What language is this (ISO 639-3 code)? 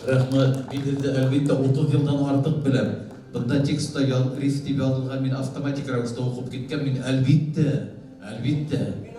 bak